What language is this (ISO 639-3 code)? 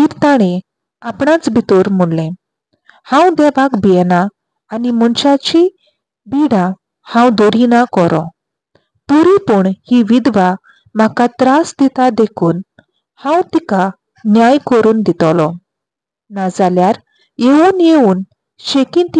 kok